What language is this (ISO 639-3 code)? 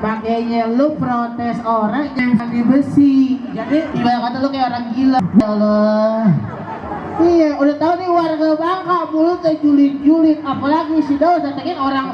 bew